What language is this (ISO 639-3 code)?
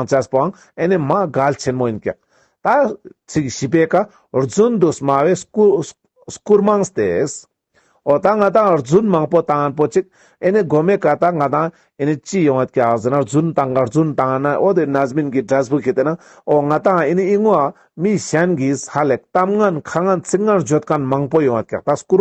lbj